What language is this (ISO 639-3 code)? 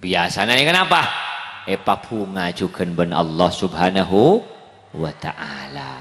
mad